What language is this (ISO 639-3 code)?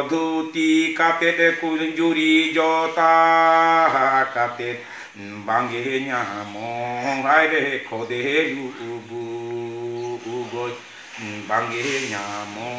sat